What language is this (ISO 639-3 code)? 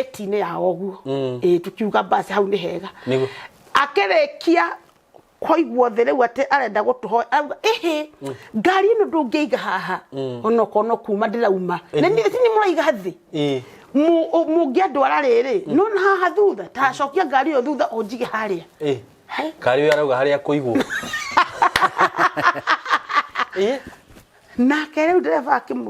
kik